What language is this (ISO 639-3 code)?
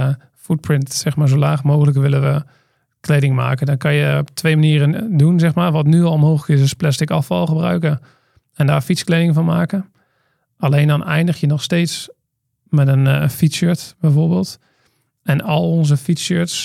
nld